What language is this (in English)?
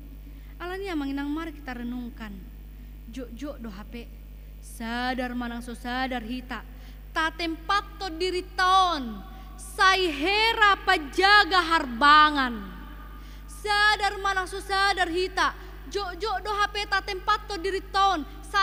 Batak Toba